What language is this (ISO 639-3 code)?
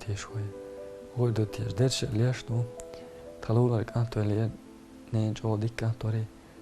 che